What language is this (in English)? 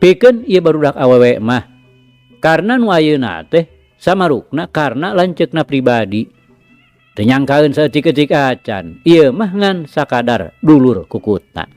Sundanese